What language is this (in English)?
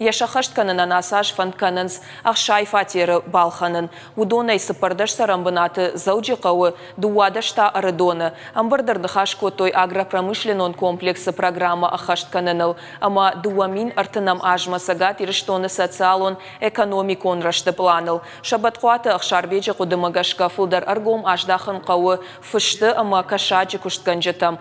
Ossetic